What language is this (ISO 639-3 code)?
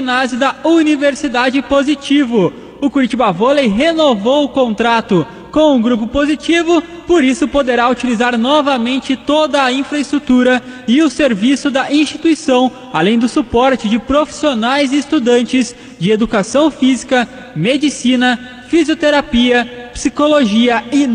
por